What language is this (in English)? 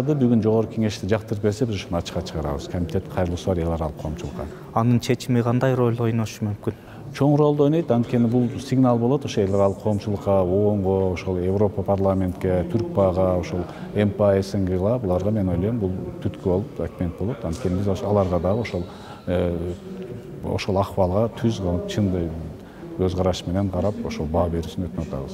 Kyrgyz